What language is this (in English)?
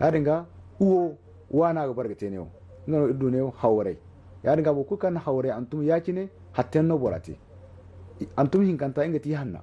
Zarma